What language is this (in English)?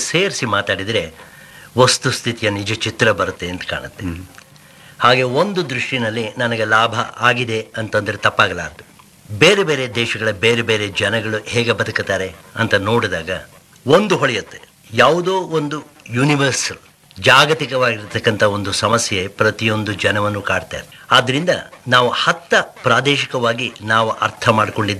Kannada